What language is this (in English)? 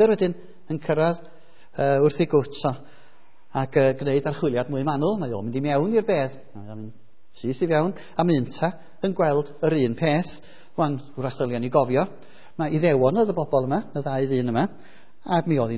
Welsh